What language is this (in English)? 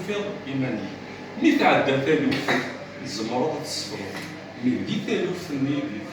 Kabyle